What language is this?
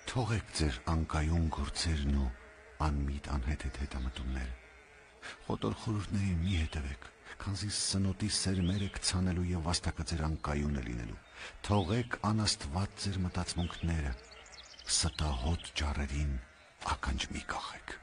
Armenian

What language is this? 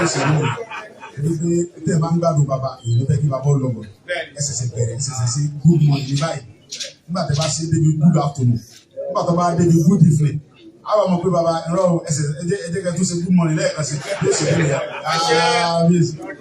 Yoruba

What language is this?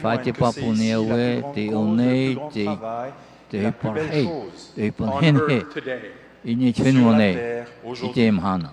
Tahitian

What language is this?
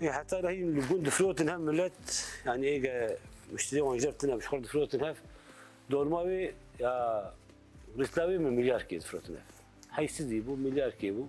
Kurdish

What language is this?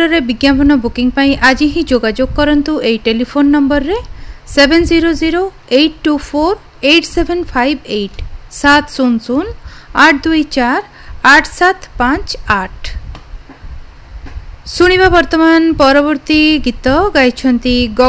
Odia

